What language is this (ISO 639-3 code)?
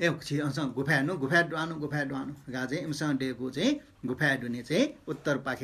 new